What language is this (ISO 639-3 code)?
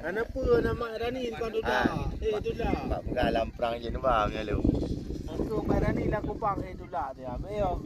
ace